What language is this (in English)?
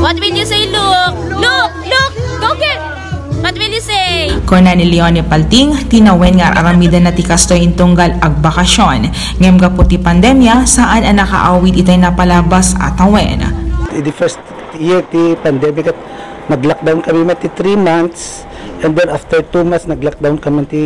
Iloko